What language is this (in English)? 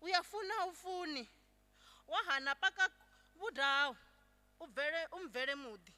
Venda